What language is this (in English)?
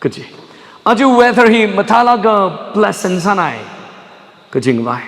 Tangkhul Naga (India)